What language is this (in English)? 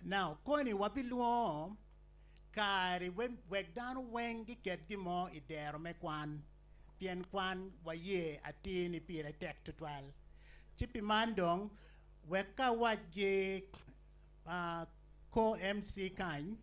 Acoli